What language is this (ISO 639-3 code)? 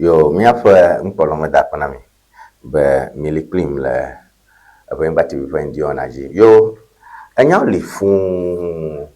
ewe